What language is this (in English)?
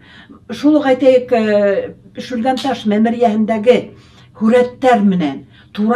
Bashkir